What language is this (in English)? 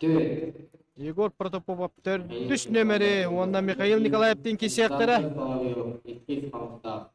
Yakut